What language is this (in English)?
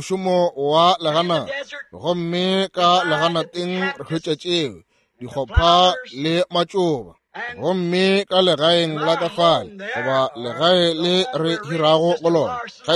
Northern Sotho